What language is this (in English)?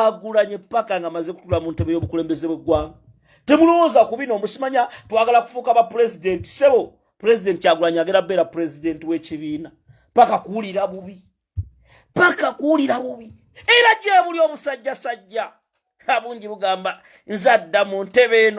Ganda